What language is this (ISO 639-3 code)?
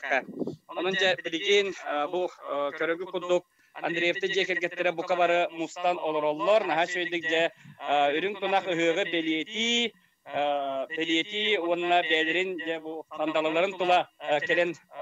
sah